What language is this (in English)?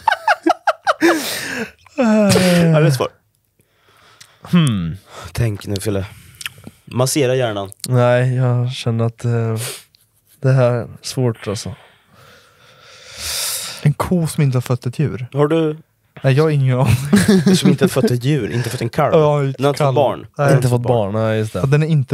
Swedish